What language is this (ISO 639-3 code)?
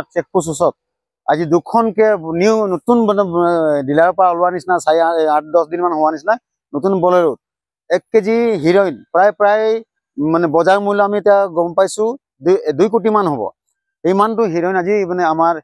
asm